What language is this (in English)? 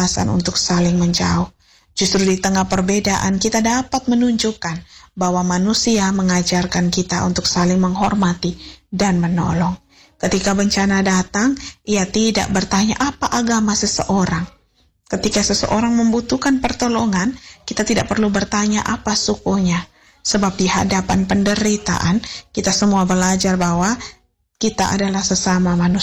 Indonesian